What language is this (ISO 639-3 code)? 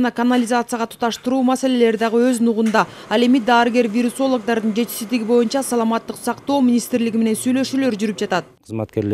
kir